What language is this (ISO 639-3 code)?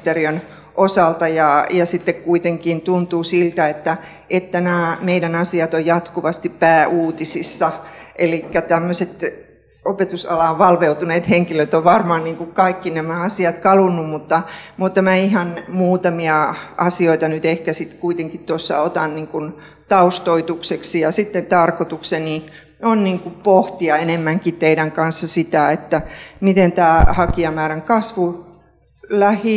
fin